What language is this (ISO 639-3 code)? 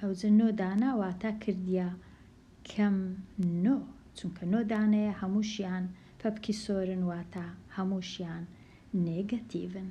ckb